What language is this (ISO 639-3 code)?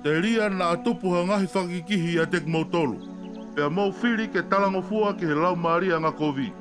ton